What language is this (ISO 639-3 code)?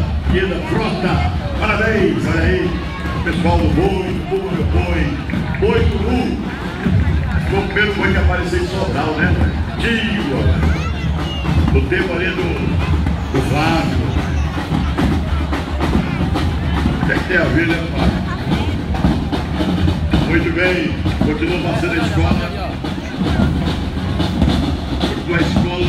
por